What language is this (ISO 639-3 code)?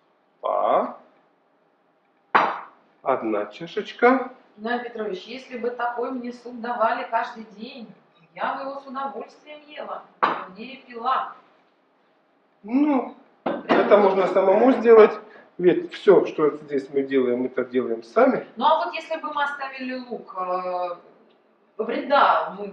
rus